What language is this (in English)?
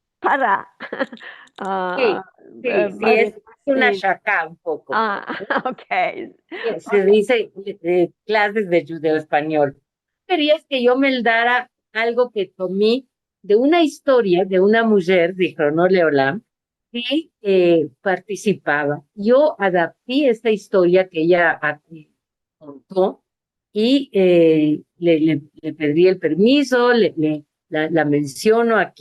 Ladino